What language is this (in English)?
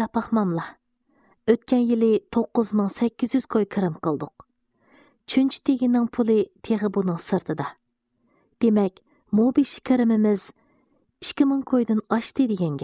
Uyghur